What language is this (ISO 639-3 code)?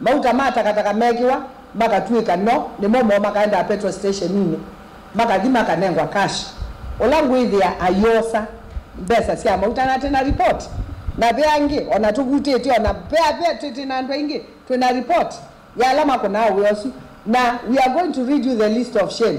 kam